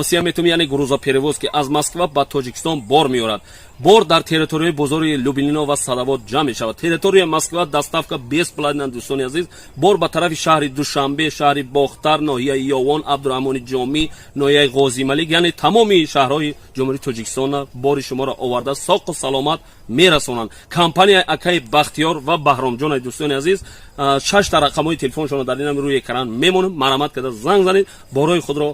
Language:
Tajik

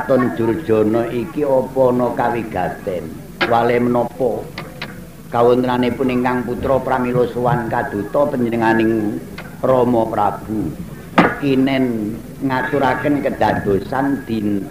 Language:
Javanese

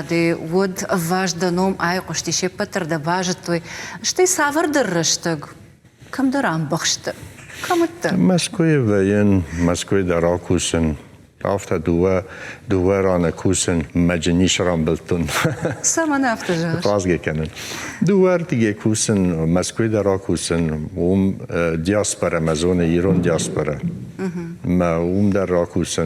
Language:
Ossetic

